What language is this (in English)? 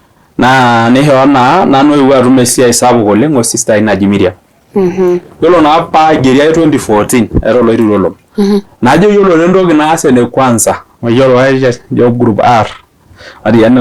Masai